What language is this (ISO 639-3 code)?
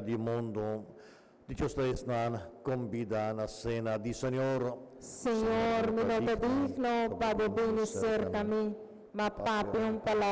pap